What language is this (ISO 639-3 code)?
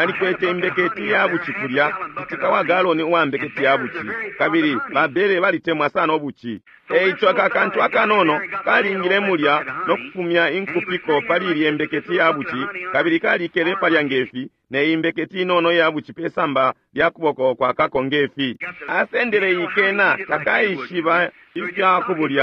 bem